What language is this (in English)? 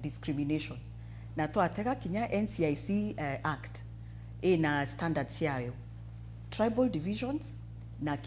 Meru